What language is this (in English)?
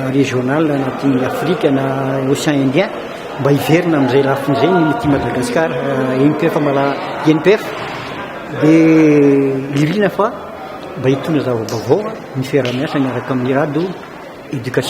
Malagasy